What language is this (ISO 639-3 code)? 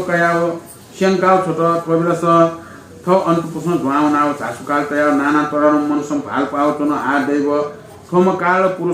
new